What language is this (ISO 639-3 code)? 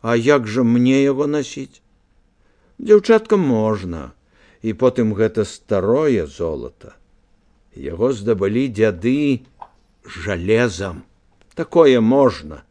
bel